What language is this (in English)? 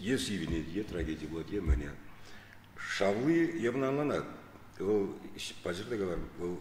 Chuvash